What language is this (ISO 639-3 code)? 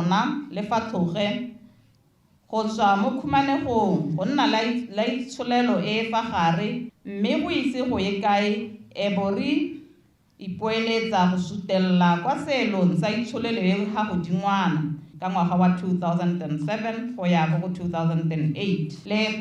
tsn